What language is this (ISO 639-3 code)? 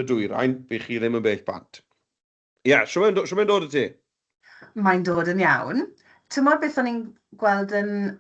cym